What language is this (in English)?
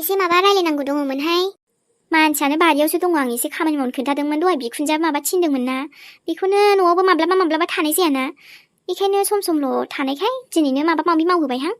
Bodo